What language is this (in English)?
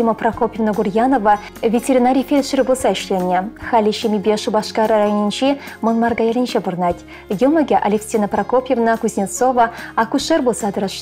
Chuvash